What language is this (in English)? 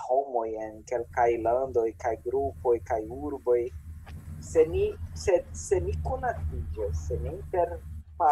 Esperanto